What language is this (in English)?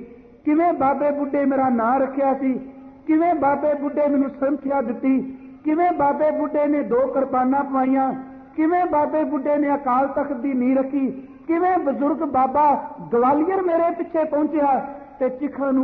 Punjabi